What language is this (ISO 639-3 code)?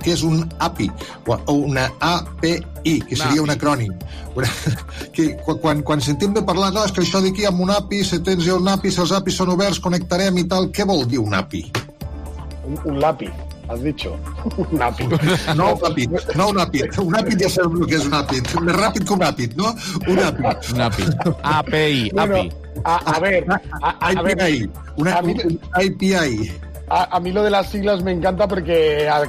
cat